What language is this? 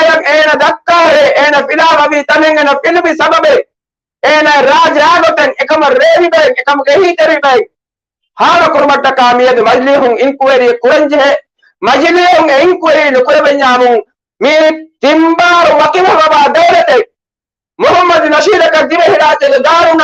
Divehi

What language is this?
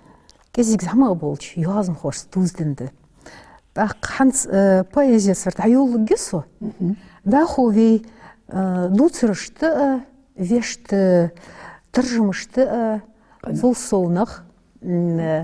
Ingush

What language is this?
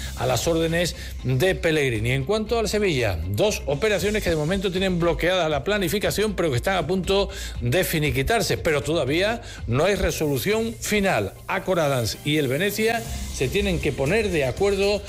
Spanish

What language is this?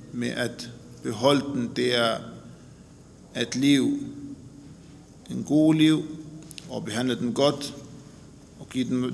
Danish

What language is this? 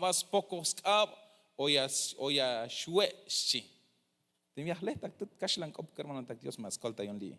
Tzeltal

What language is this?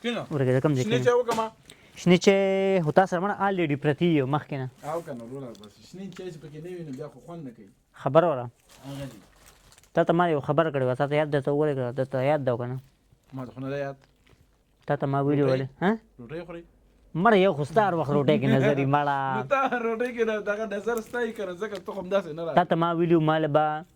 Pashto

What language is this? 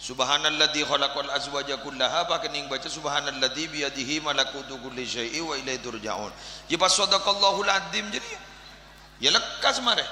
Madurese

